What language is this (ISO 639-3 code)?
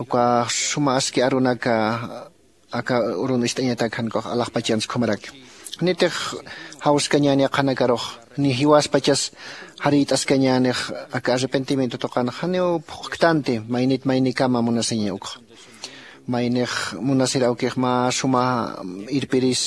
aym